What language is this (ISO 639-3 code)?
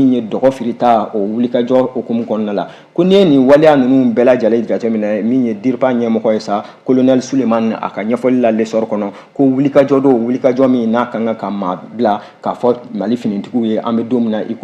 bam